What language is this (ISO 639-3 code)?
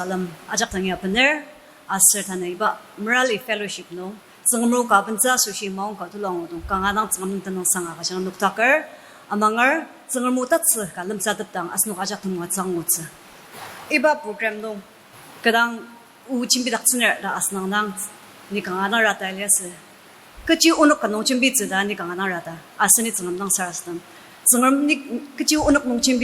njo